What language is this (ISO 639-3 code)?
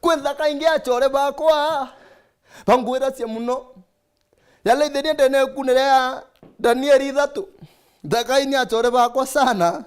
mer